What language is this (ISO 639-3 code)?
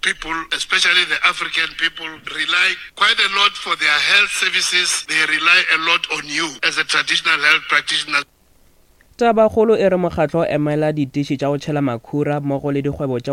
nso